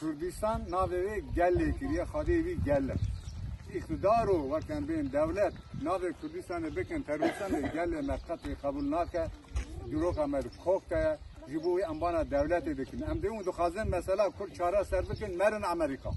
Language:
Kurdish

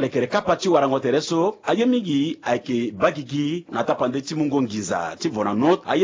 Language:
Sango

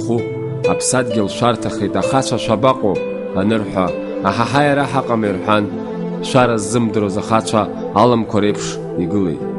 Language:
Abkhazian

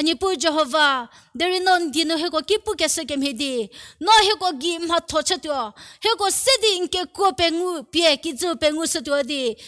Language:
Angami Naga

